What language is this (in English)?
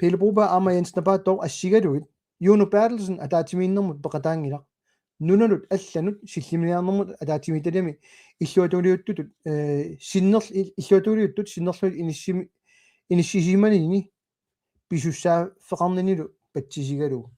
Kalaallisut